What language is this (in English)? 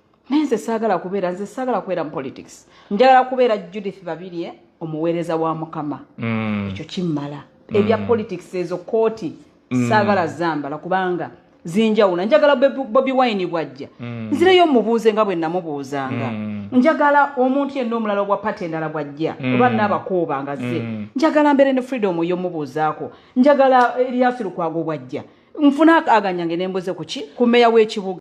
Ganda